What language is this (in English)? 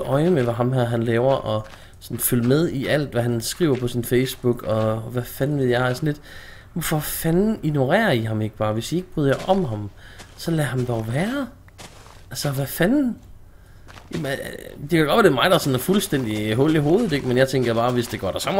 Danish